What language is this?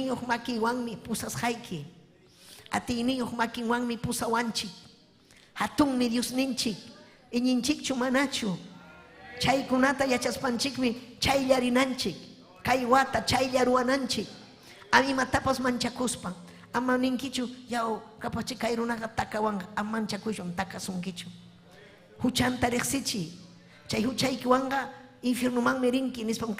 Ayacucho Quechua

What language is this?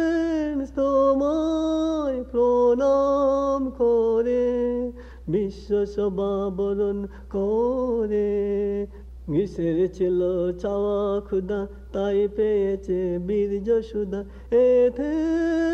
Bangla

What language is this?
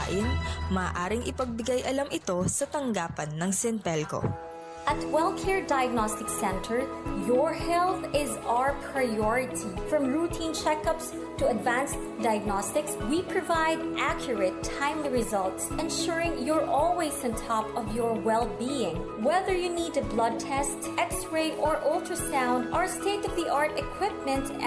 Pangasinan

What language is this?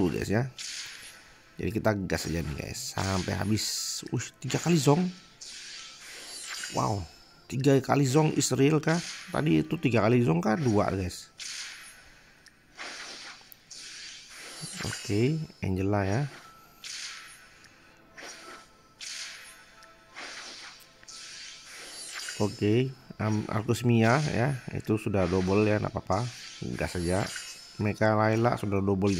Indonesian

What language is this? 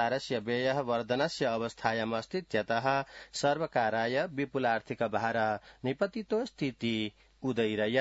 Sanskrit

